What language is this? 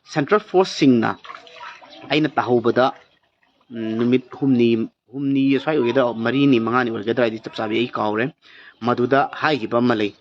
Manipuri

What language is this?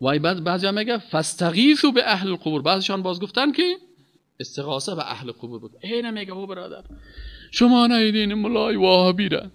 Persian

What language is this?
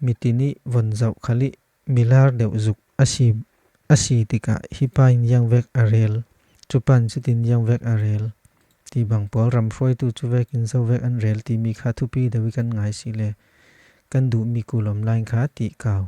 Falam Chin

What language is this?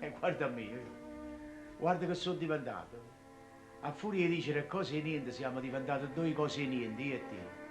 Neapolitan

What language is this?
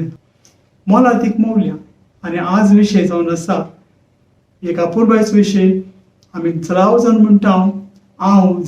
Konkani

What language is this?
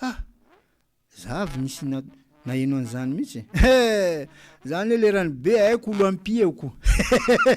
Malagasy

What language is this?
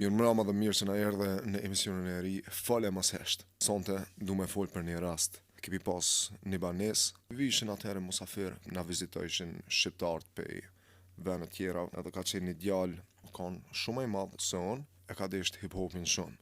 Albanian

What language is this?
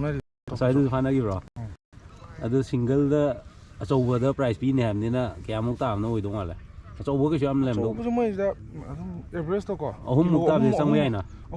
Manipuri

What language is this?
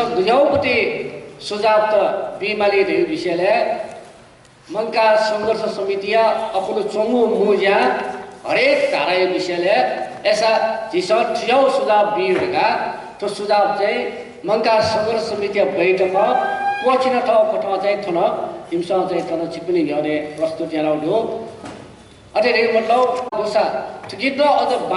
Newari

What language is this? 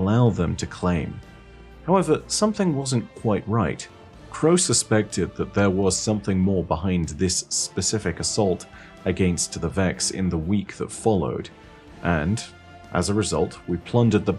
English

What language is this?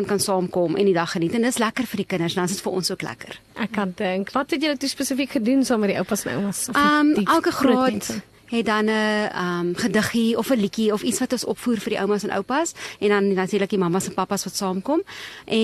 Afrikaans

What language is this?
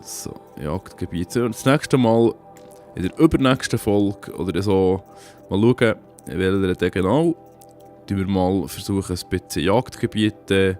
Swiss German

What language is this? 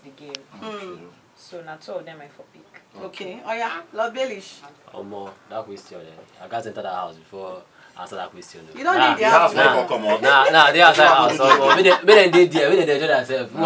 Nigerian Pidgin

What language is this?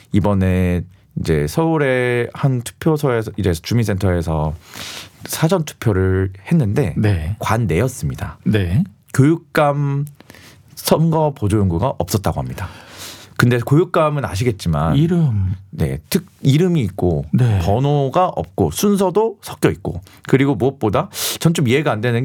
Korean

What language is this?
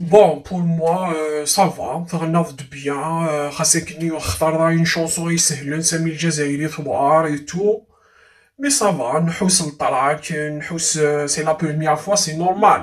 Kabyle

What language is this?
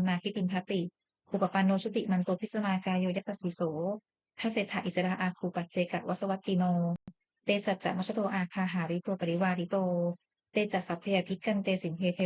Pali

